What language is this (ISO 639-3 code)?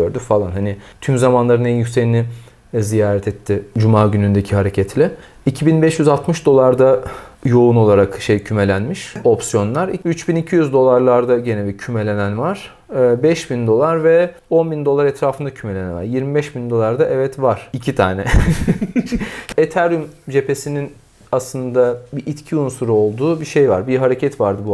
tur